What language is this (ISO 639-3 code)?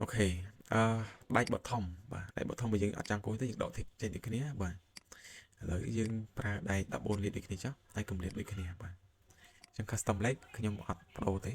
khm